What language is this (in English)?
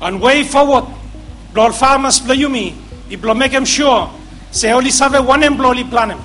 Bislama